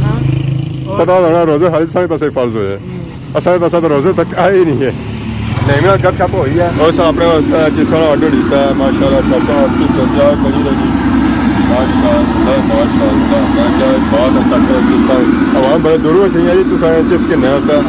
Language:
Pahari-Potwari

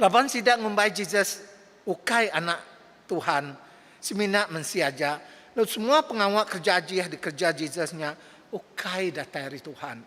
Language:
Iban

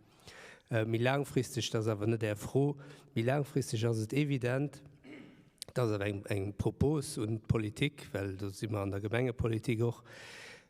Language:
Luxembourgish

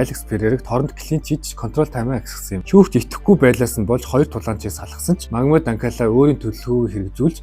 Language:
Mongolian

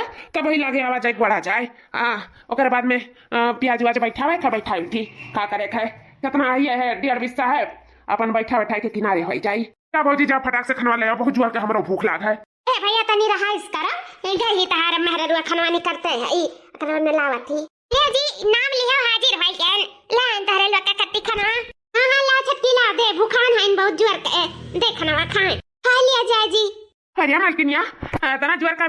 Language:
Awadhi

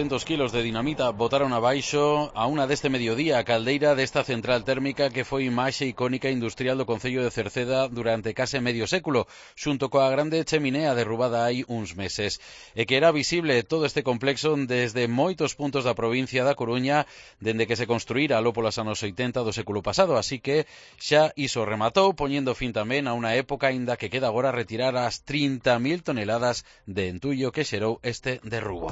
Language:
Galician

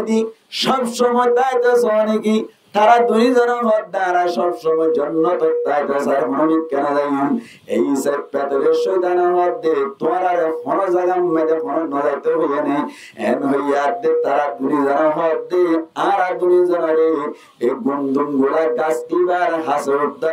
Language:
Rohingya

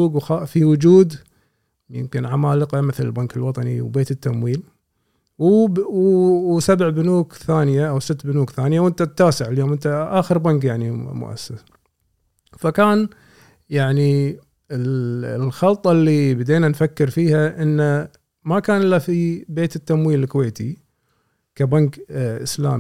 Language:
Gulf Arabic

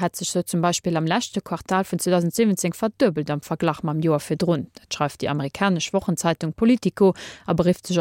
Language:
Luxembourgish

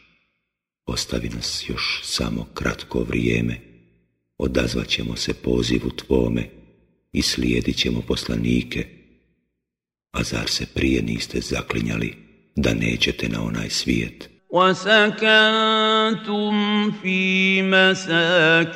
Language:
Bosnian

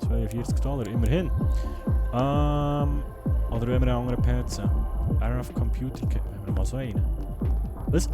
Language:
Swiss German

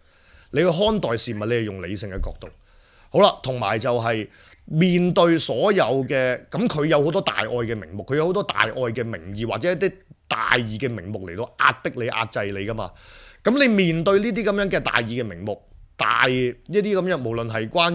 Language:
Cantonese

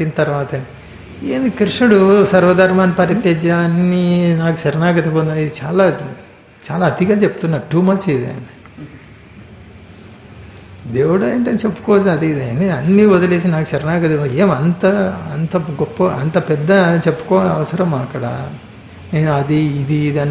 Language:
Telugu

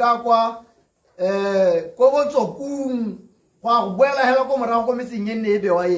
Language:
Tswana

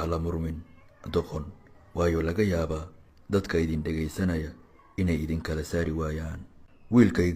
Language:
Somali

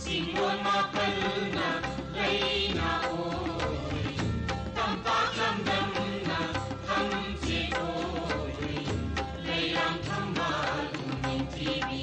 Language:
Manipuri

